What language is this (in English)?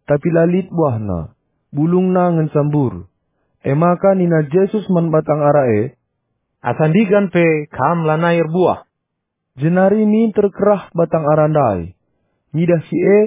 Batak Karo